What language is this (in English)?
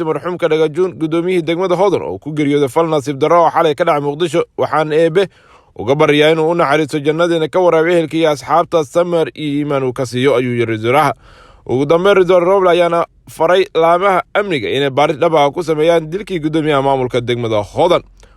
Somali